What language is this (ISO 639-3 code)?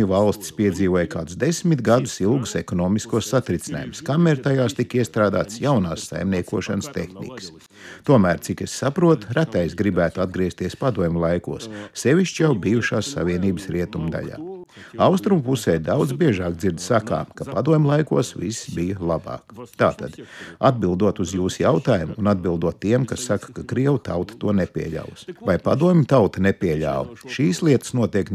lav